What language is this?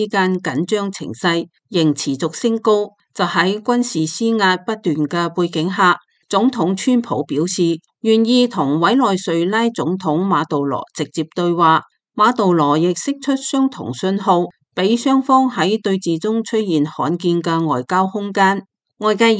Cantonese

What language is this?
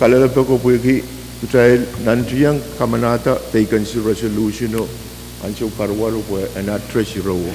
Pohnpeian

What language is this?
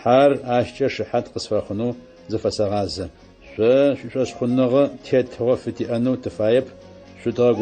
Adyghe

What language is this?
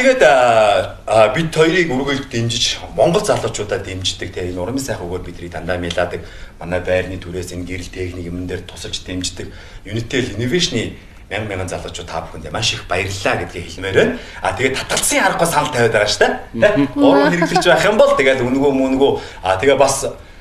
Mongolian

